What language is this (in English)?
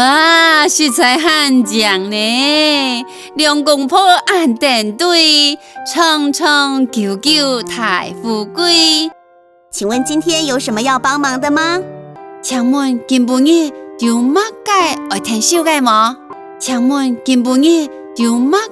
Hakka Chinese